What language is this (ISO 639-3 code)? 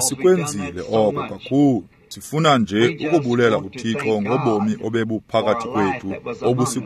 xho